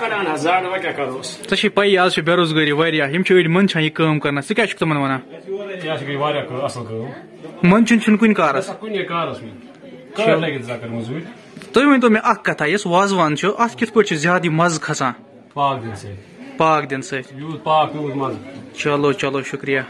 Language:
Kashmiri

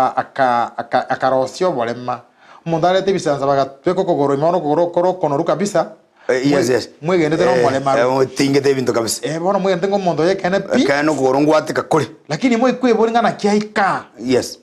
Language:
Gusii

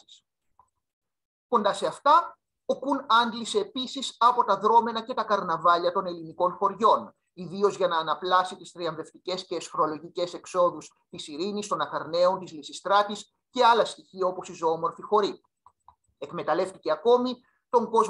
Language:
Greek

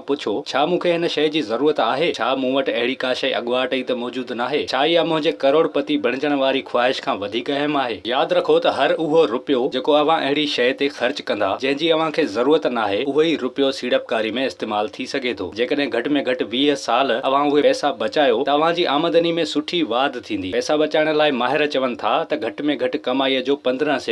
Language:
Sindhi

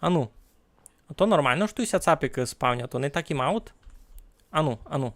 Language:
Rusyn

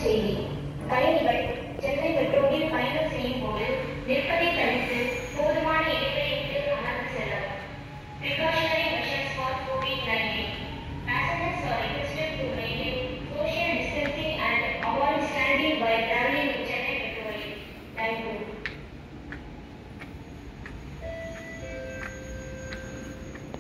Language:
Tamil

